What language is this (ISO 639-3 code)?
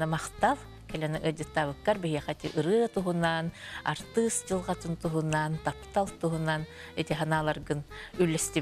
sah